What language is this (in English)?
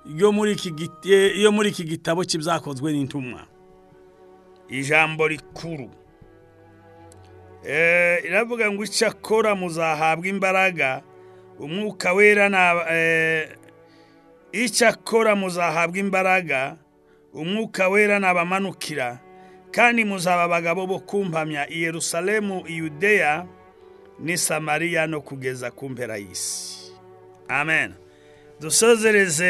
Kinyarwanda